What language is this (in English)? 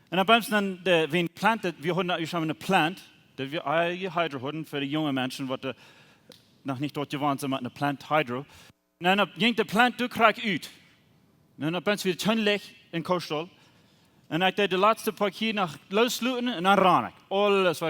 Plautdietsch